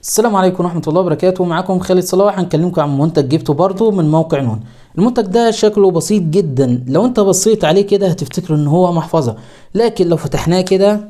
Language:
Egyptian Arabic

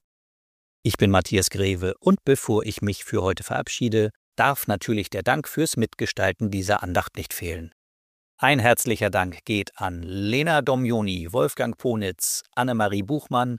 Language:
German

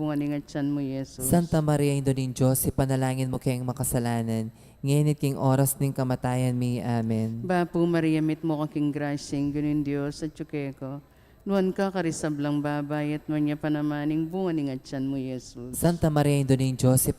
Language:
Pampanga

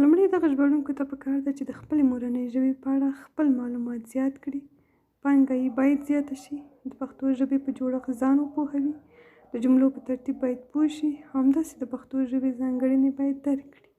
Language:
Pashto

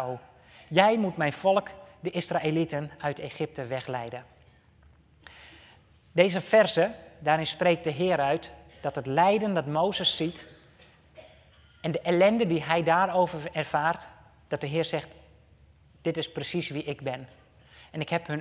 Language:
Dutch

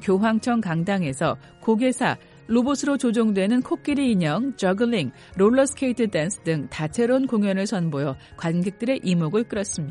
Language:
Korean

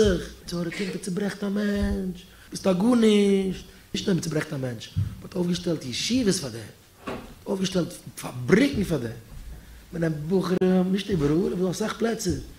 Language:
Yiddish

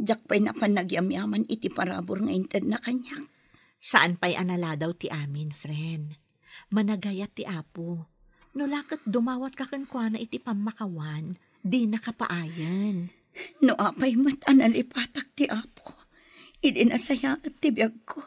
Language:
Iloko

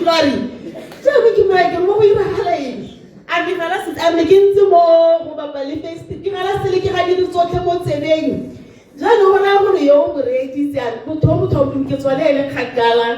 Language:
Tswana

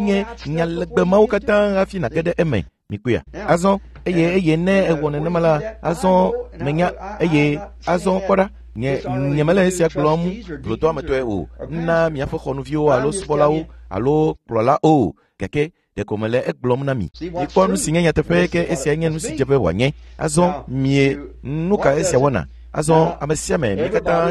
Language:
Ewe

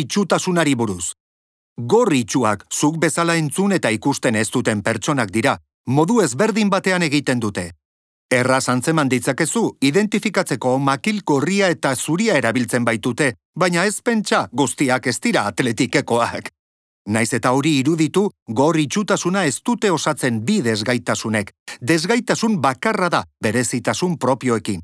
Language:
Basque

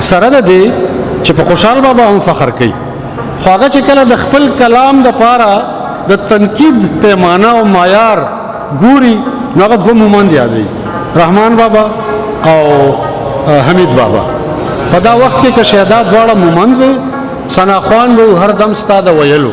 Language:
Pashto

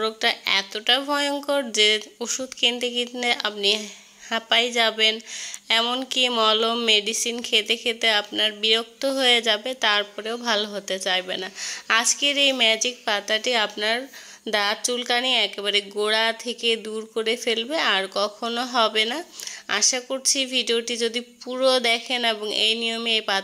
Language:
Bangla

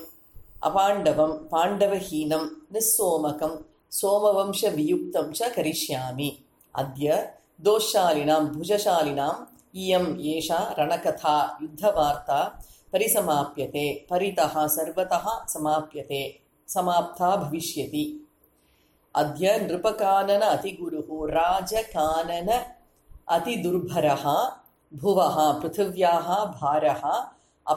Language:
Sanskrit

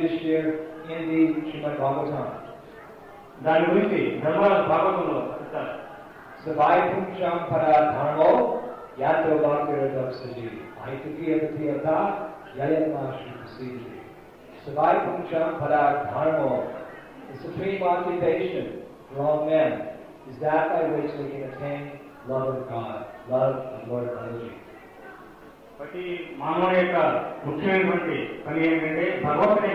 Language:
Telugu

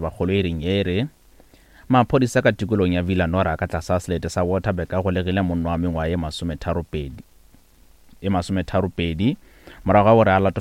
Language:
Northern Sotho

